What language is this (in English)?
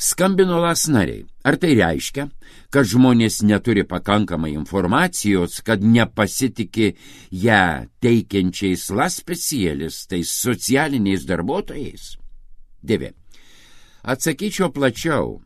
Lithuanian